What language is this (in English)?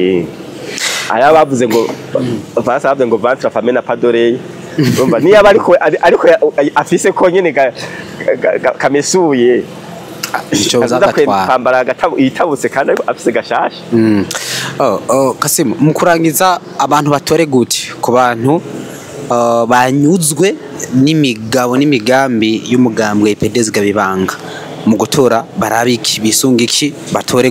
Rundi